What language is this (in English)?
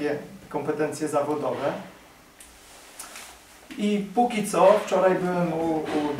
Polish